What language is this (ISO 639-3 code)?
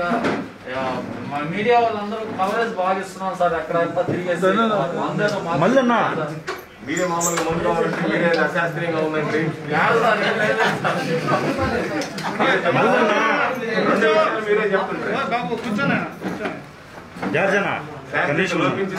tel